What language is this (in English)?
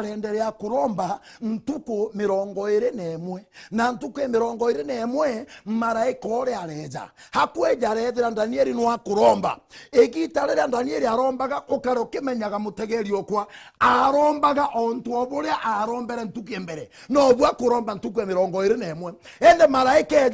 Meru